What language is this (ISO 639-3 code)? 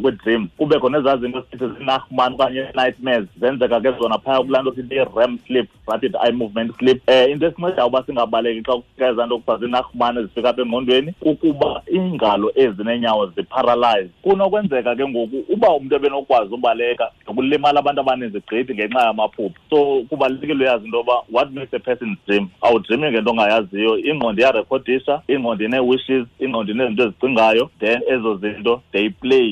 xho